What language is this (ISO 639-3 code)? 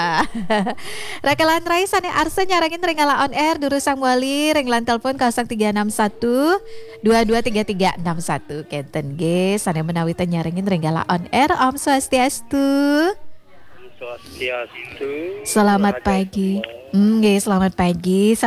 ban